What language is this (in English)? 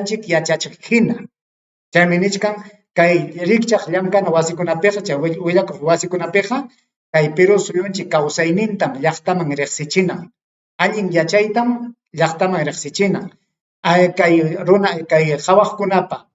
Ayacucho Quechua